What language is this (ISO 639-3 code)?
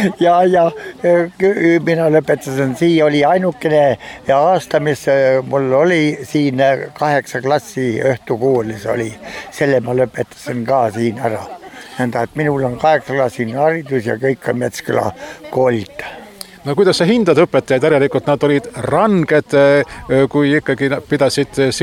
est